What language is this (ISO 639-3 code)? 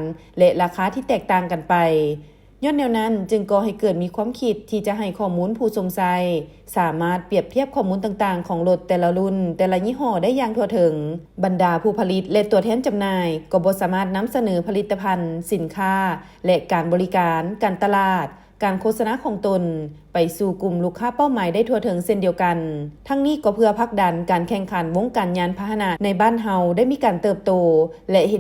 lao